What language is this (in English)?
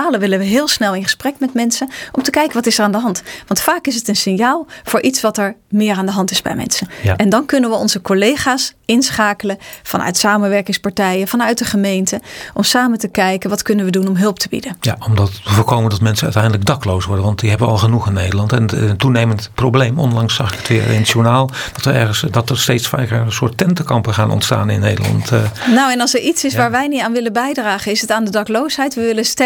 Dutch